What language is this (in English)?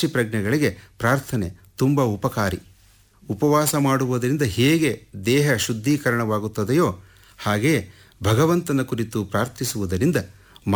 Kannada